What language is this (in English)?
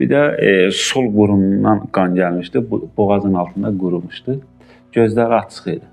Azerbaijani